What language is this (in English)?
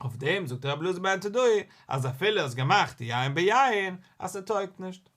Yiddish